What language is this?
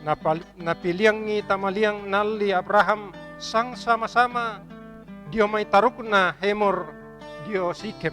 Toraja-Sa'dan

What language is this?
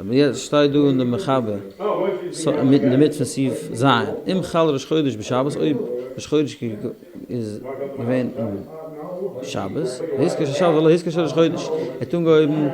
Yiddish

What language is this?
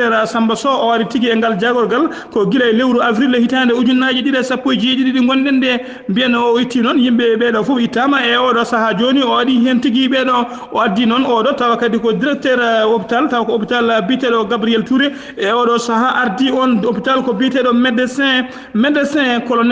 Fula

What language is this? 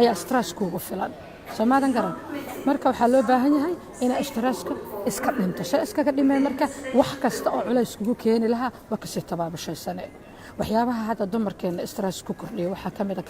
Somali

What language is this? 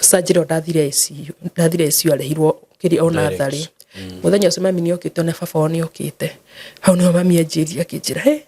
Kikuyu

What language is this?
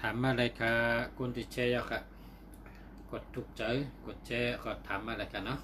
Shan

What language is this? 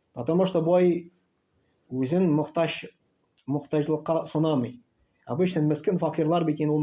Tatar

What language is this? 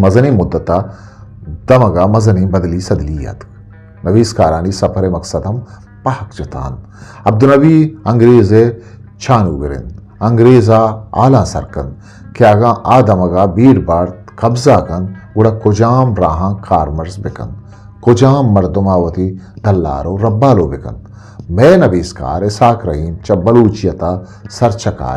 Eastern Balochi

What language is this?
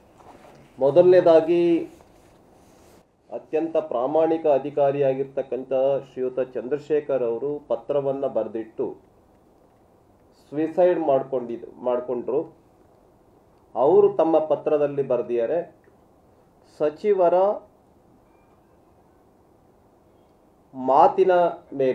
Kannada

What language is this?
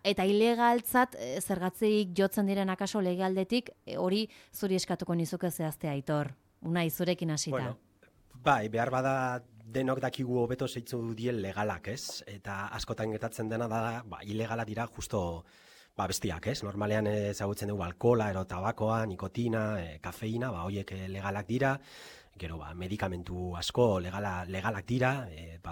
Basque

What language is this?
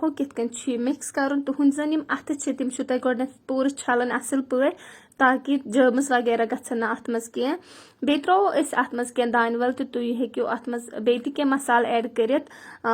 Kashmiri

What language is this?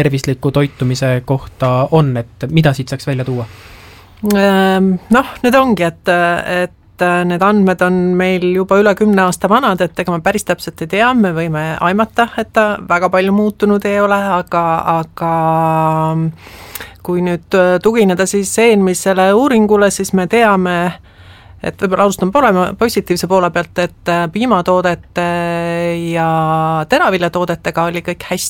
Estonian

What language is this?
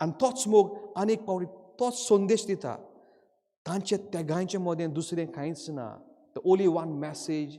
Konkani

